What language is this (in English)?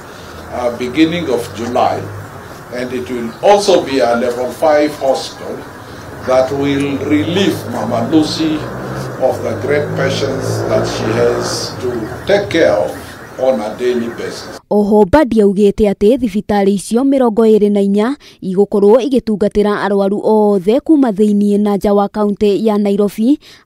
Kikuyu